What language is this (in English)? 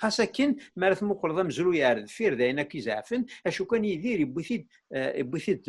Kabyle